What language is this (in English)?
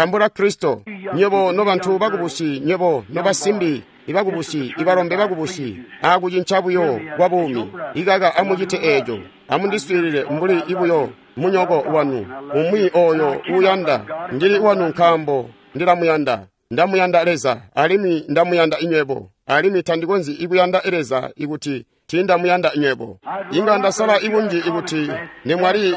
Tonga (Zambia)